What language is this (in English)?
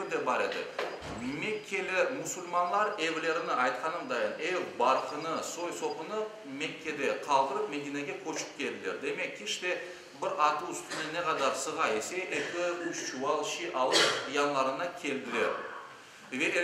Crimean Tatar